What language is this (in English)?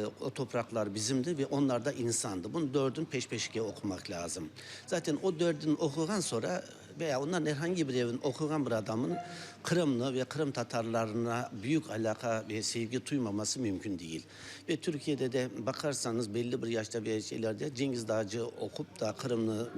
Crimean Tatar